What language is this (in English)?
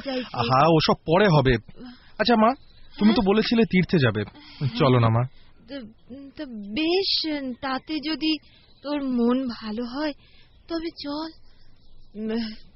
Bangla